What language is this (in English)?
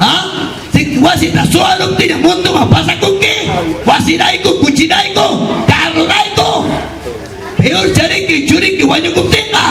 Ayacucho Quechua